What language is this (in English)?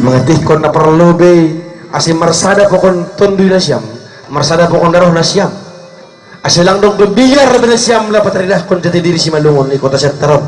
Batak Simalungun